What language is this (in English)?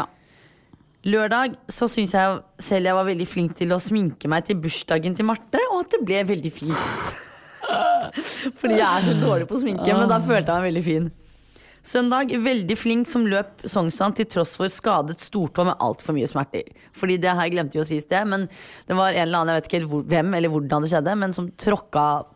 Norwegian